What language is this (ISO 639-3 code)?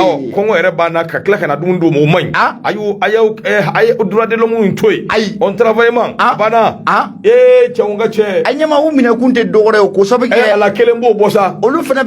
bam